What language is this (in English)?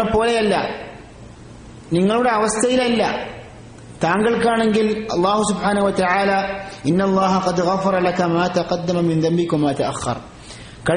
Malayalam